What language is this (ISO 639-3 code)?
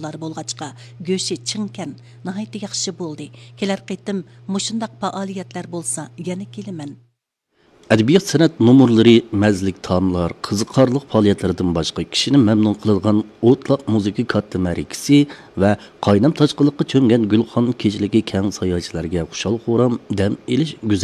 uig